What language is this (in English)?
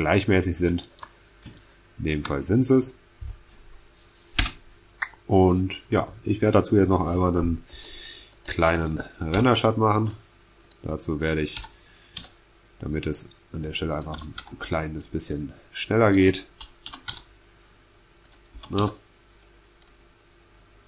German